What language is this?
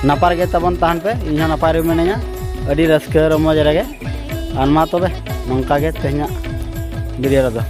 Santali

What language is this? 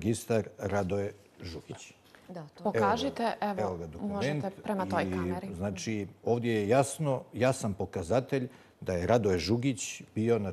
Bosnian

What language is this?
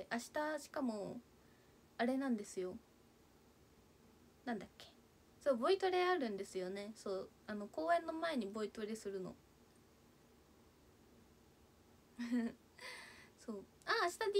Japanese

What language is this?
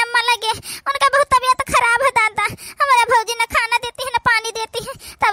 Awadhi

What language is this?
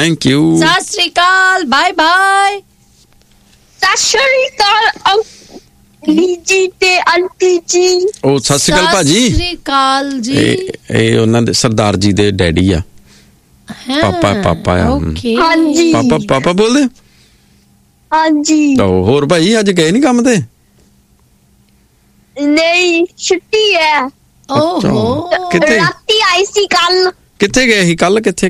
Punjabi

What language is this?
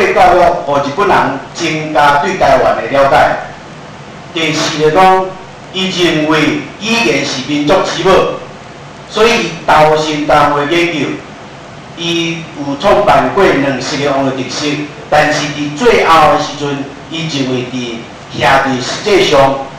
Min Nan Chinese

